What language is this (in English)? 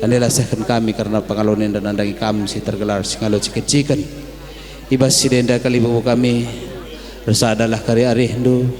Batak Karo